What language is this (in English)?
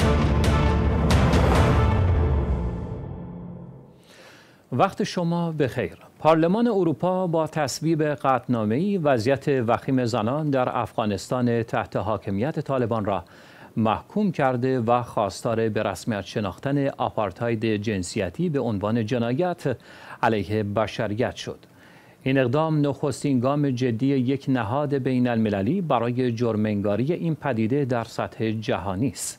Persian